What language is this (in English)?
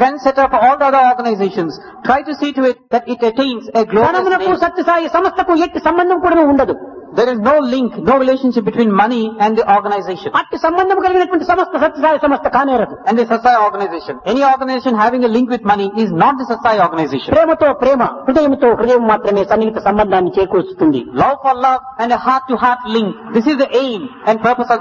Telugu